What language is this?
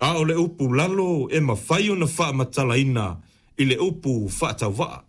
Samoan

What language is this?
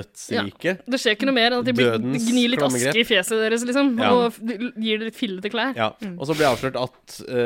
Norwegian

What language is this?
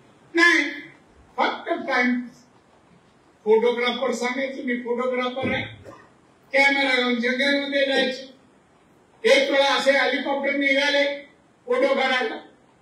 Marathi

